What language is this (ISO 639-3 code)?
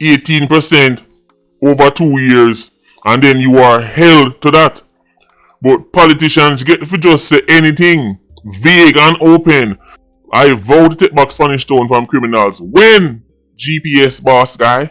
jam